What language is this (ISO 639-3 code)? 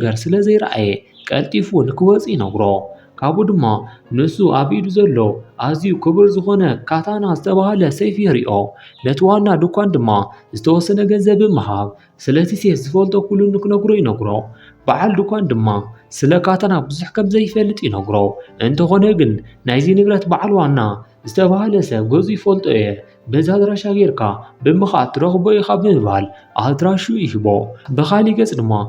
tir